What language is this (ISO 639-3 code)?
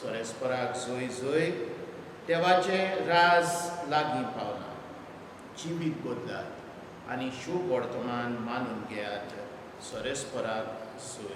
kok